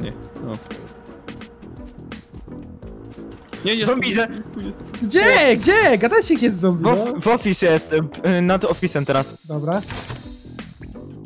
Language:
Polish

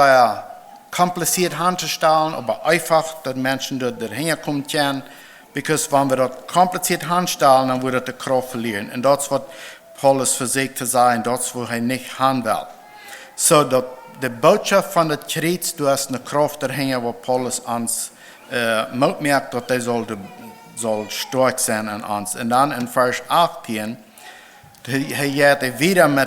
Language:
Plautdietsch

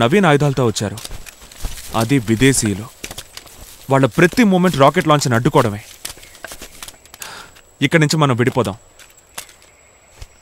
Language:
Telugu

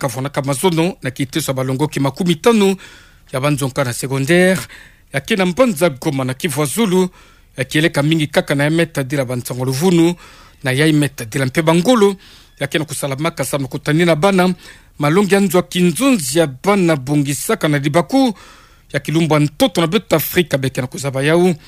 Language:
Kituba (Democratic Republic of Congo)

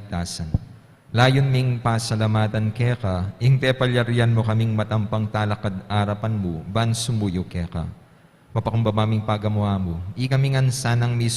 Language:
Pampanga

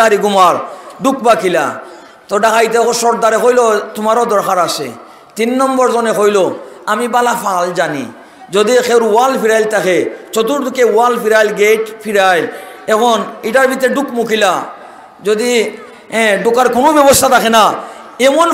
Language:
Sylheti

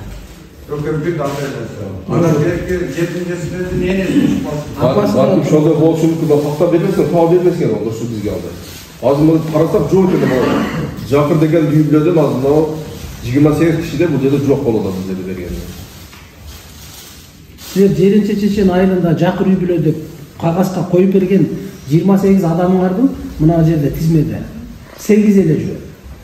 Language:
Kyrgyz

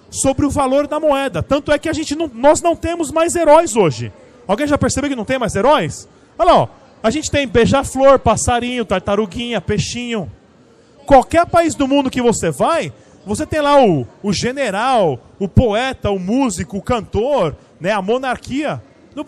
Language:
Portuguese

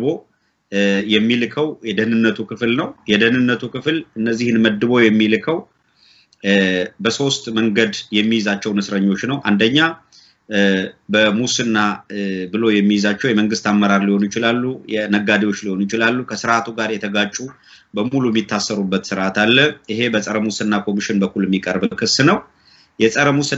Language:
Amharic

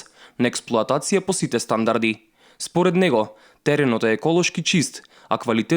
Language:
Macedonian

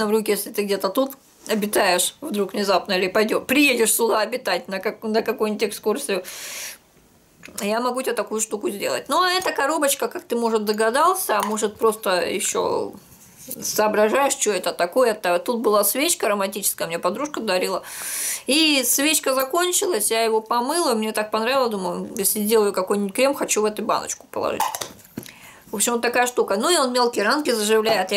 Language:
Russian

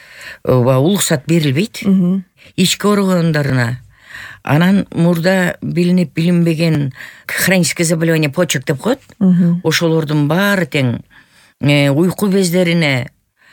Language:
Kyrgyz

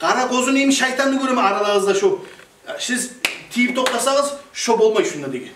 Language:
Kumyk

